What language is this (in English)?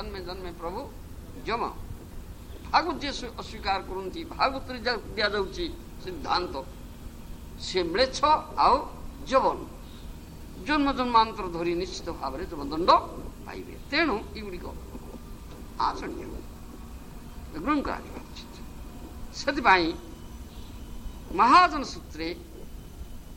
Odia